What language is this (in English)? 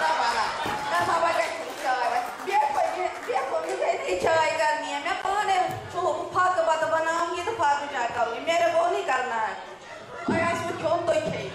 Kashmiri